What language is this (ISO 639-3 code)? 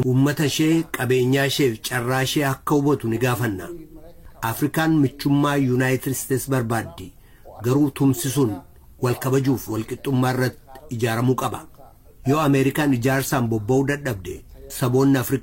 orm